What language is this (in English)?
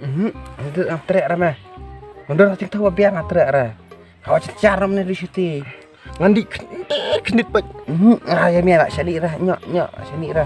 Khasi